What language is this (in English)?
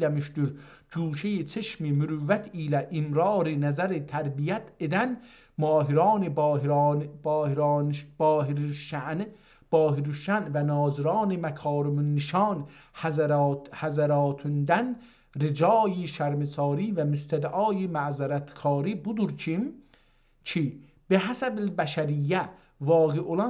South Azerbaijani